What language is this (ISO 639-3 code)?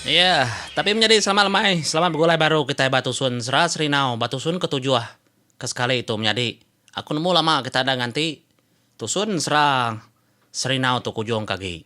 iba